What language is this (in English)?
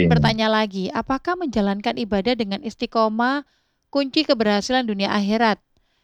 Indonesian